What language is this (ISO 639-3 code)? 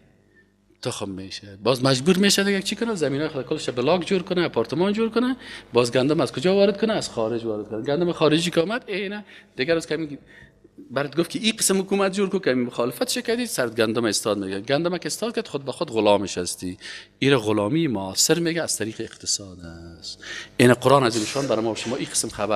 fas